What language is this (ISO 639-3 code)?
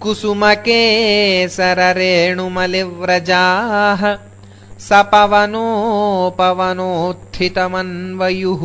san